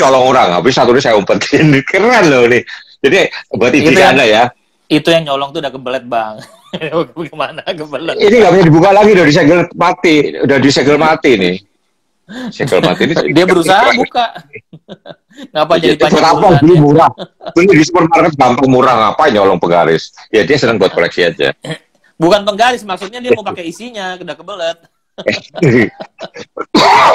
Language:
Indonesian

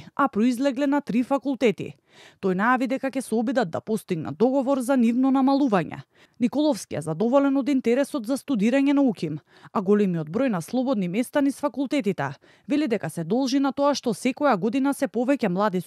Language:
Macedonian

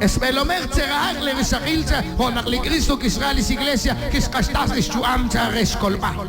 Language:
Kekchí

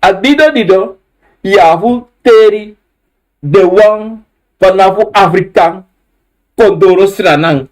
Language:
Sranan Tongo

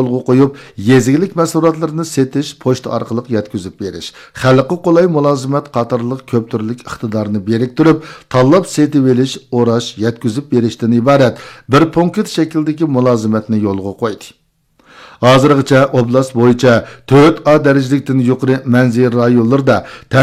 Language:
Uyghur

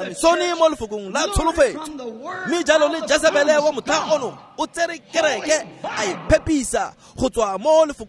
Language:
Tswana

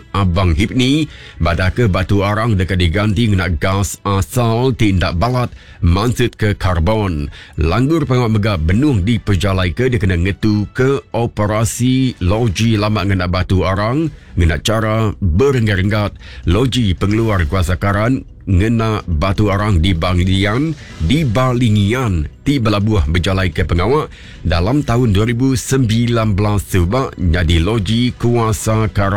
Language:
Iban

